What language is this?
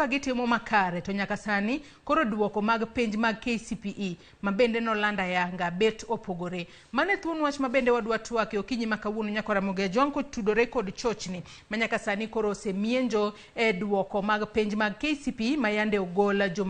Luo (Kenya and Tanzania)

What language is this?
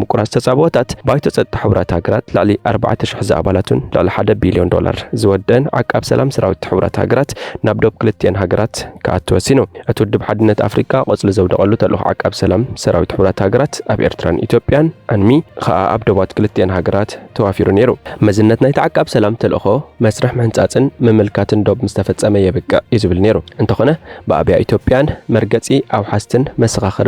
Tigrinya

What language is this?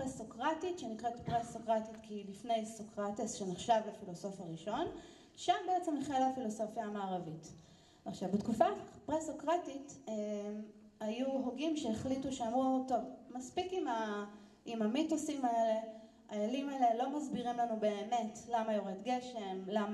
Hebrew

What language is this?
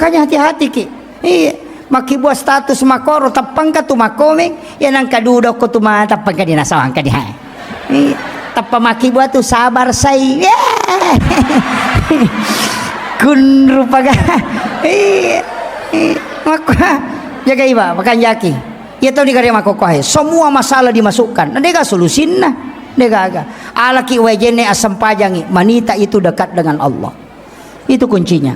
Buginese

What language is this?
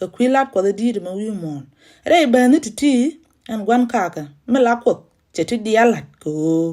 Nuer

